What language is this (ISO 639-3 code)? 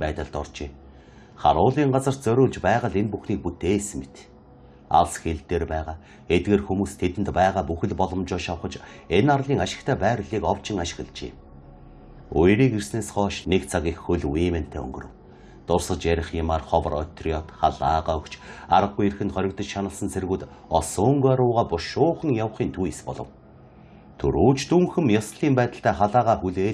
mon